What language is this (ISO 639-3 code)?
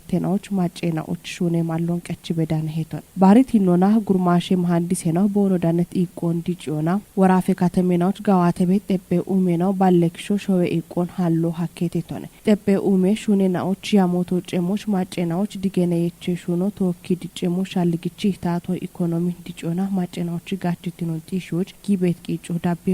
kbr